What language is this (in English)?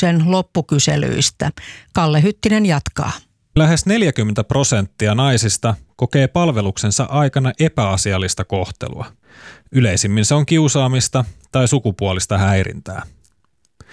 Finnish